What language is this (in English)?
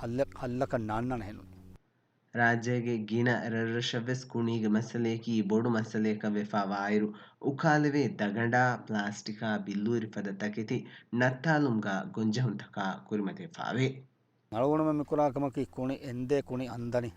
Divehi